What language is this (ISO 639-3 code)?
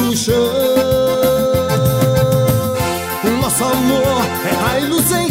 por